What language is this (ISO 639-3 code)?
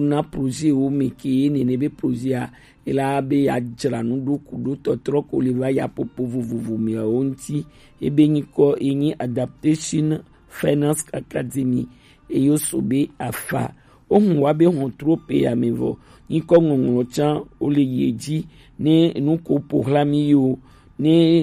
gej